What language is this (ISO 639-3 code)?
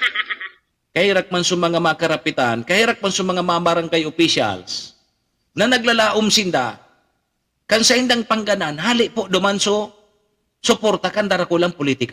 bik